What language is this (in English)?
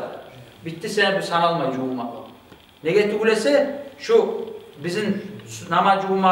Kumyk